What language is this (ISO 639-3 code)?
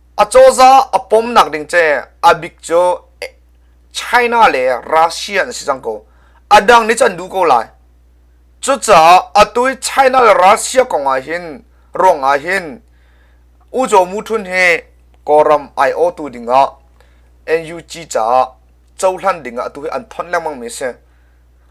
cnh